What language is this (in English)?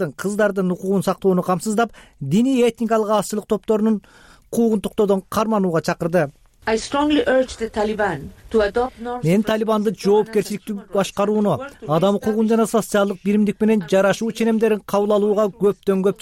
Kyrgyz